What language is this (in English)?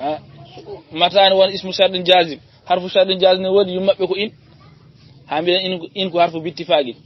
Fula